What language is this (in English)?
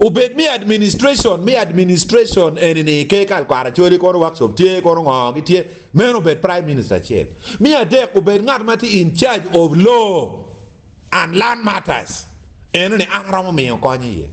Acoli